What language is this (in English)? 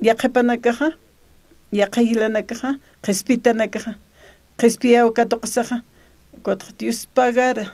Aymara